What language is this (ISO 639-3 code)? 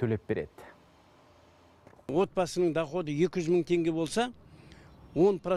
kaz